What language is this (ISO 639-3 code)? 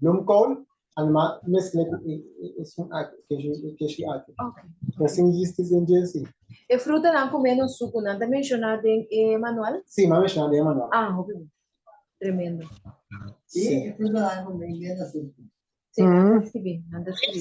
pap